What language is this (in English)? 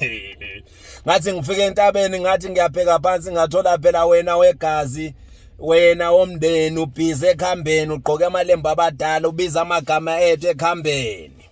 Zulu